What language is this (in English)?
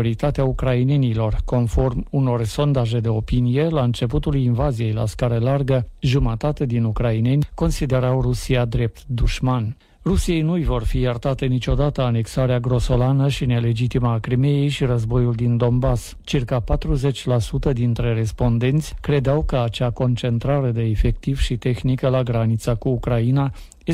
Romanian